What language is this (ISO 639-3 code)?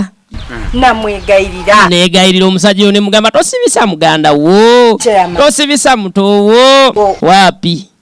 lug